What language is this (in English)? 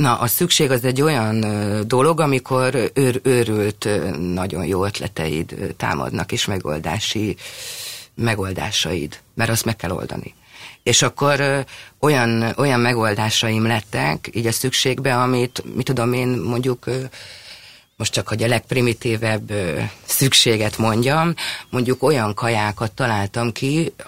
Hungarian